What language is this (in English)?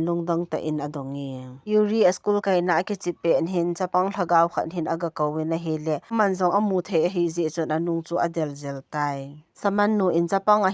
Thado Chin